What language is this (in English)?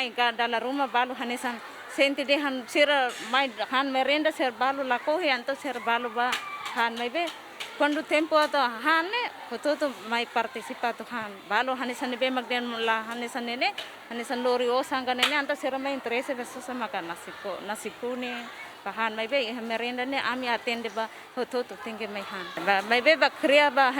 Tetum